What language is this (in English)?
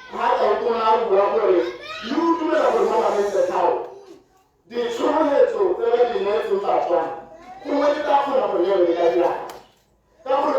Tswana